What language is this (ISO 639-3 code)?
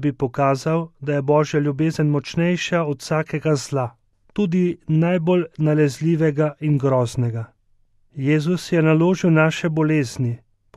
slv